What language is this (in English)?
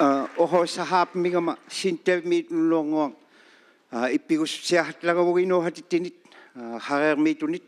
Inuktitut